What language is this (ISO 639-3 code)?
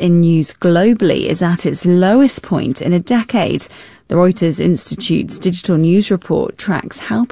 eng